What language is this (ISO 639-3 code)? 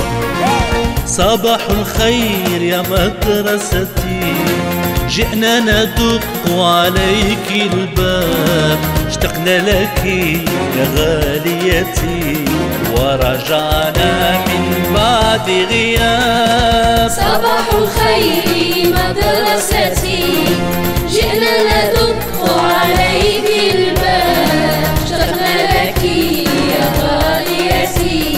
arq